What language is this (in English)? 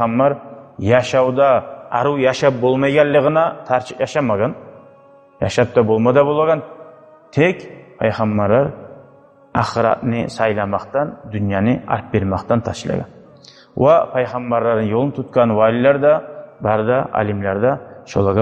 Kumyk